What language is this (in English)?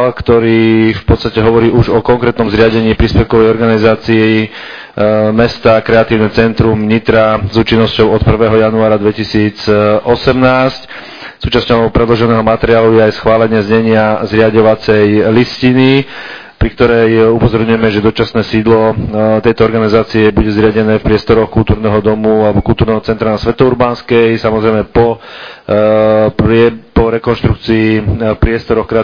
Slovak